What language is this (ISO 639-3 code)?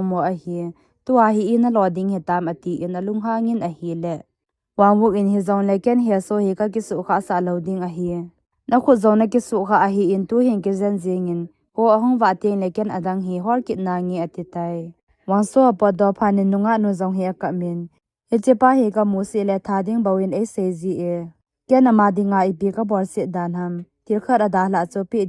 tcz